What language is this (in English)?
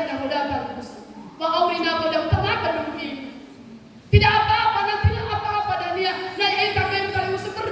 Nias